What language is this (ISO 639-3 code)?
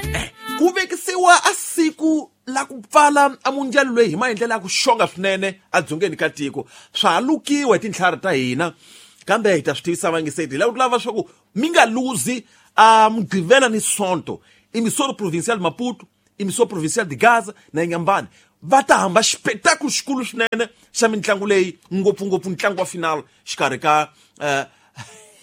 tso